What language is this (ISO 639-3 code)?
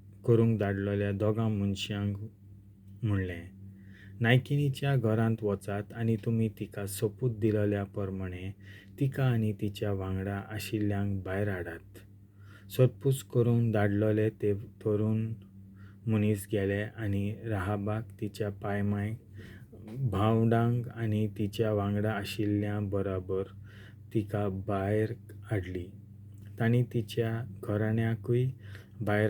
kok